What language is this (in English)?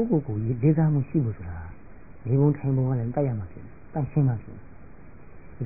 Burmese